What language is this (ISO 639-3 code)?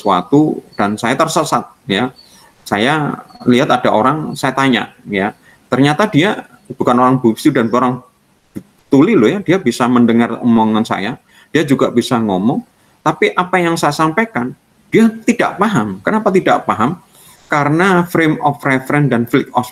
ind